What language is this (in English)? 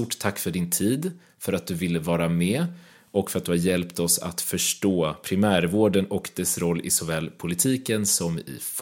Swedish